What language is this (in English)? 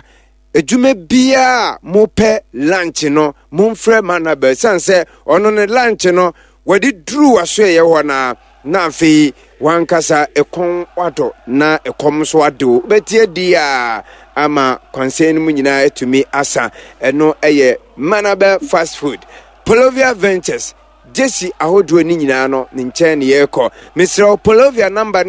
Akan